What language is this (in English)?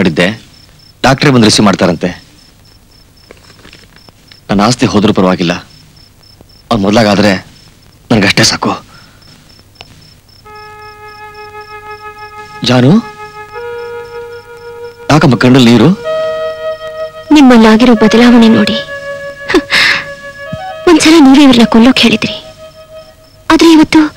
Kannada